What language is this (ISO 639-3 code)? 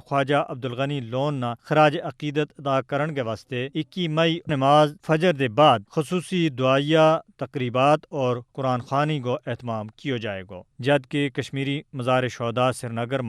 gju